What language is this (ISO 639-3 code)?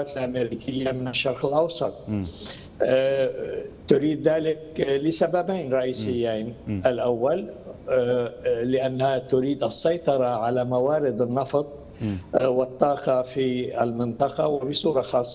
ara